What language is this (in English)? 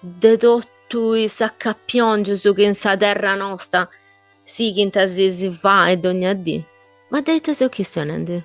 Sardinian